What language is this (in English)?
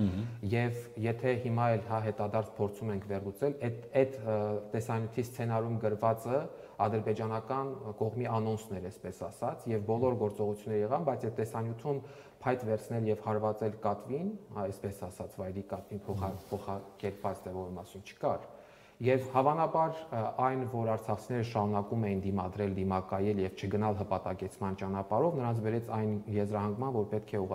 Armenian